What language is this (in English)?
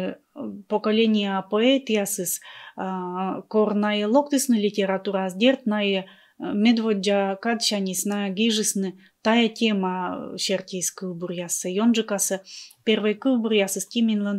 Komi